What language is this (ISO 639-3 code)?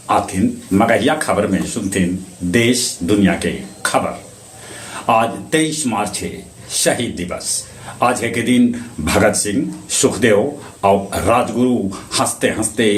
mag